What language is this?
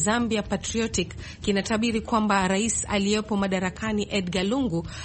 Swahili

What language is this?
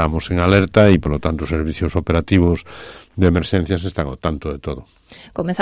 Galician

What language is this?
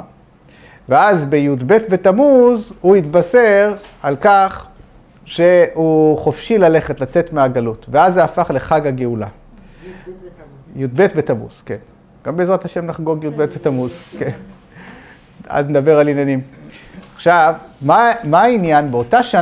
Hebrew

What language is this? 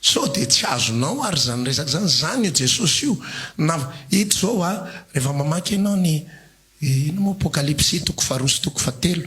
Malagasy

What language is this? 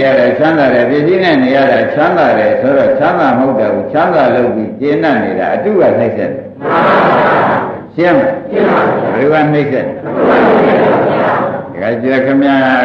Burmese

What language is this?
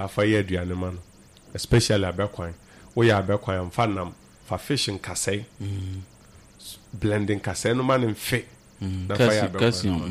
Akan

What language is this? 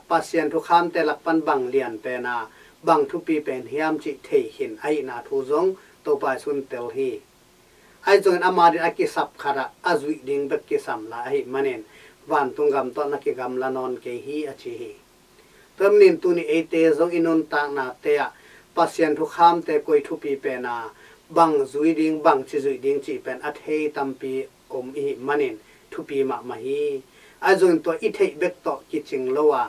Tedim Chin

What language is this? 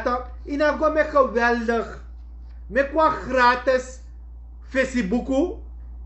Sranan Tongo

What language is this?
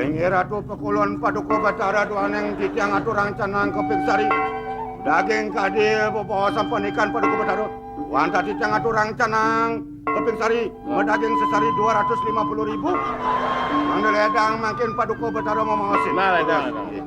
Balinese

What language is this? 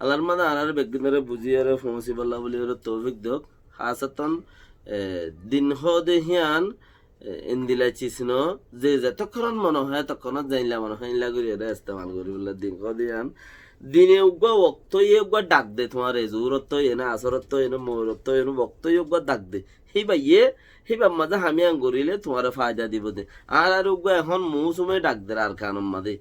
Rohingya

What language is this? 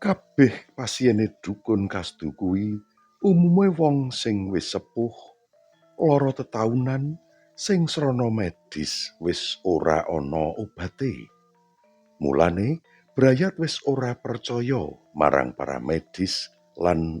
Javanese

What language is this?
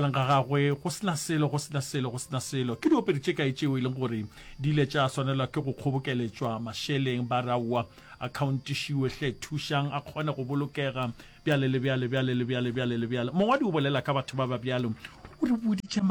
Northern Sotho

